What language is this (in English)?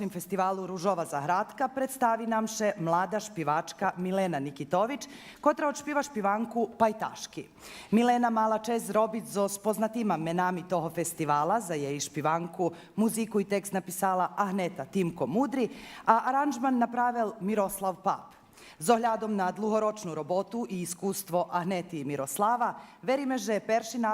Rusyn